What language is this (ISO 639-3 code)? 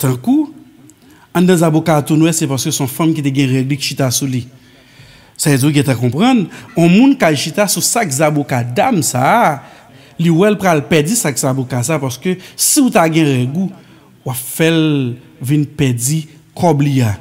hat